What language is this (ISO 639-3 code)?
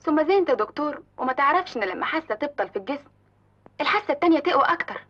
arz